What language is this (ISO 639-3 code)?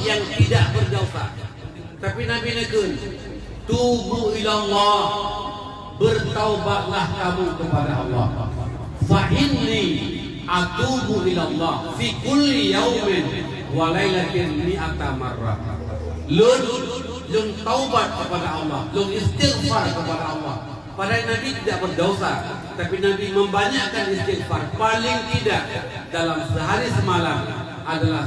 ace